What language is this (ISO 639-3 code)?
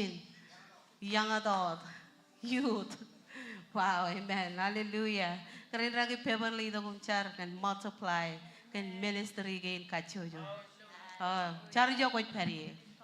mah